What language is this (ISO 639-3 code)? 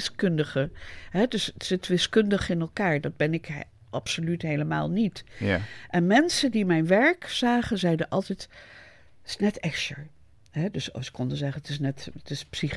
nld